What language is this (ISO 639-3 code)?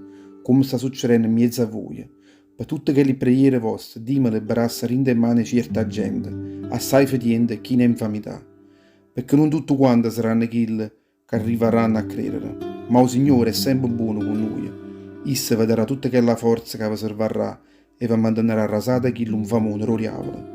nap